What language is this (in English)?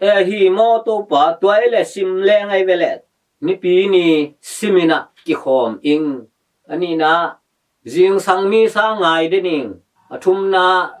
Tedim Chin